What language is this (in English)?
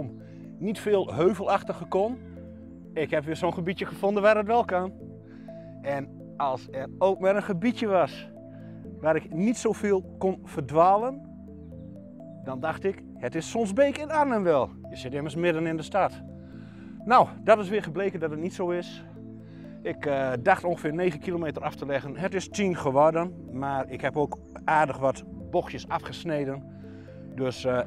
Dutch